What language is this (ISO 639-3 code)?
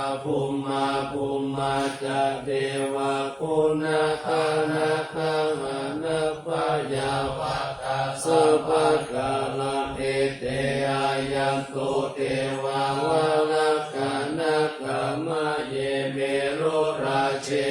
pli